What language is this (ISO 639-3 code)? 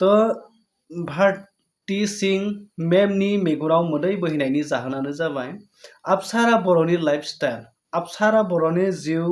brx